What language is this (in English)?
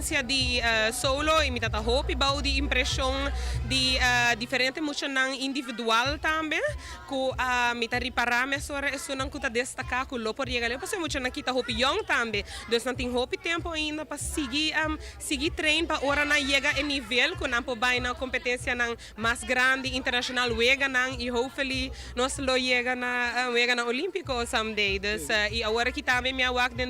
Papiamento